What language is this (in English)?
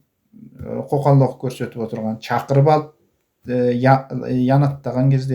Kazakh